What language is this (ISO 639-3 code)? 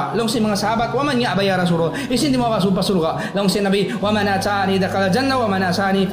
tsg